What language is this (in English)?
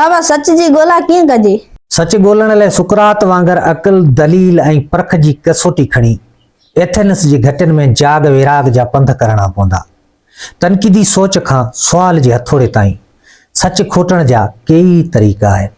Sindhi